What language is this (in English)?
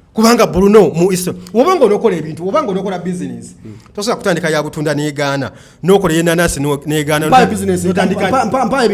Ganda